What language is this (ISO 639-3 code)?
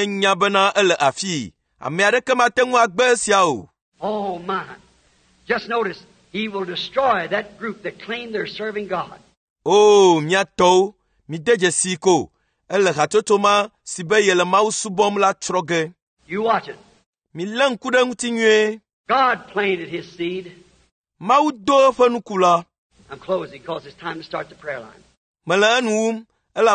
ewe